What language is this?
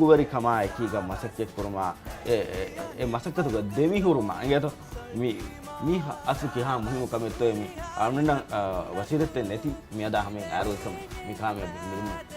Divehi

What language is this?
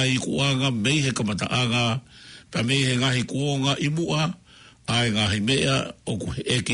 Tongan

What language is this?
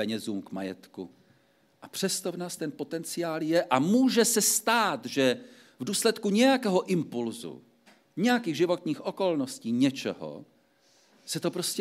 Czech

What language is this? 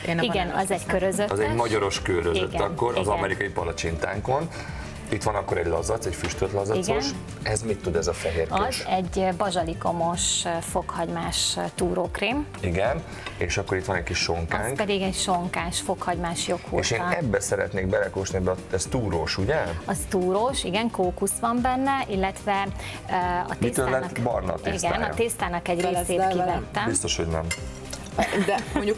Hungarian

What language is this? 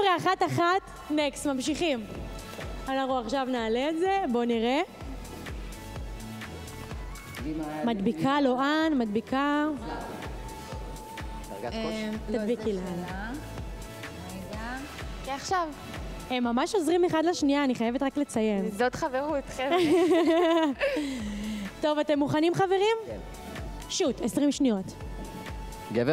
Hebrew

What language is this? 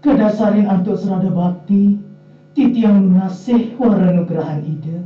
Balinese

